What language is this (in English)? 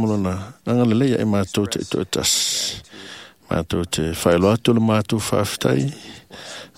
Samoan